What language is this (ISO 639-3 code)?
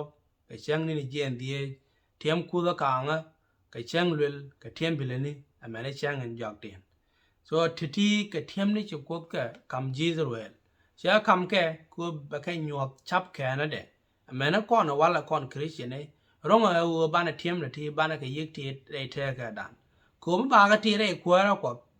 nus